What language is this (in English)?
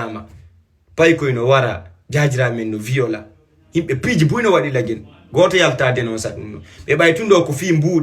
Fula